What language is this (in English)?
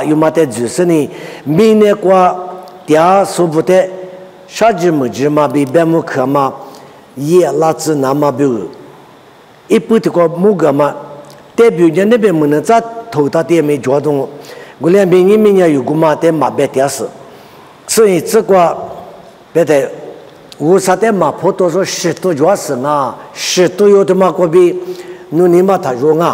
Lisu